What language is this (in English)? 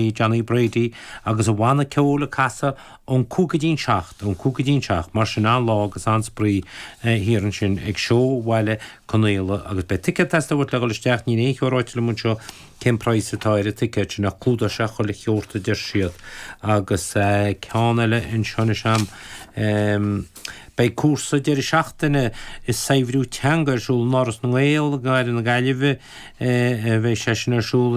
Irish